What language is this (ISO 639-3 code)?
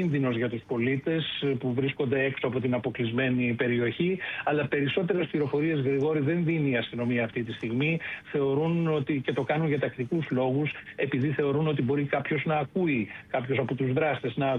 ell